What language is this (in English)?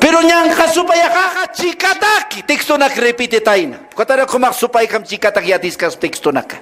Aymara